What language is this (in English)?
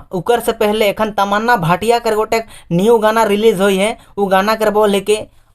Sadri